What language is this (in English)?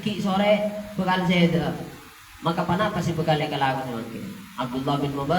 Madurese